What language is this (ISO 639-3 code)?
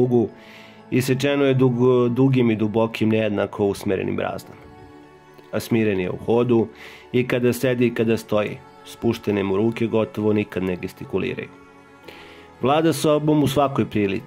srp